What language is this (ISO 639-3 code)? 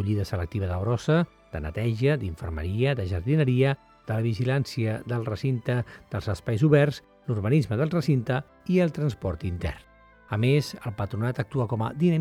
cat